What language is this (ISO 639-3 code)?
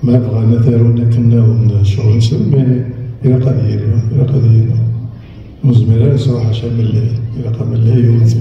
kab